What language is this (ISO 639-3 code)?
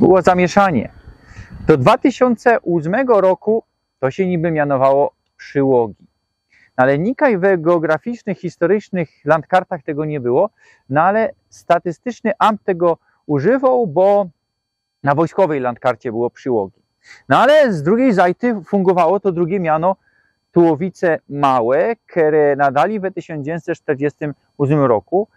szl